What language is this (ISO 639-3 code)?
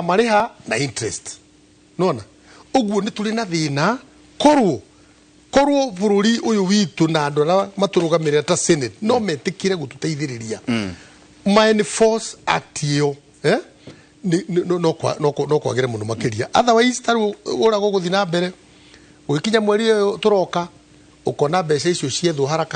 kik